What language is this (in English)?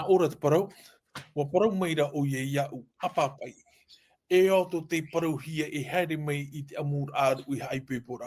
Tahitian